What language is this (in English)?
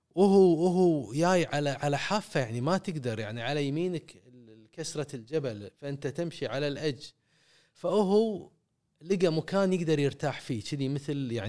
Gulf Arabic